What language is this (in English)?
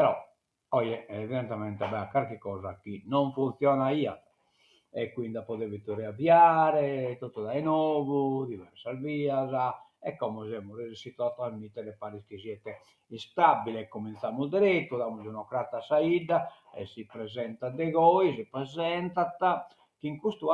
Sardinian